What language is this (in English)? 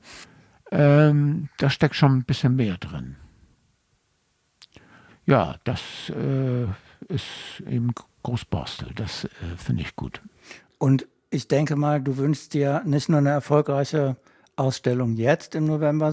German